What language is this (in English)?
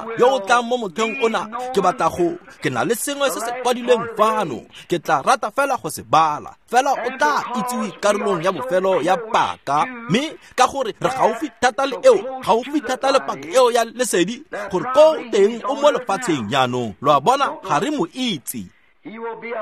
Tswana